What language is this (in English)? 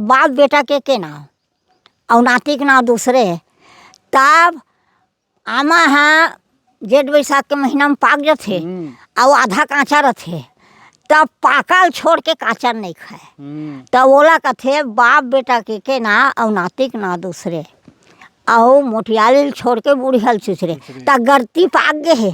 Chhattisgarhi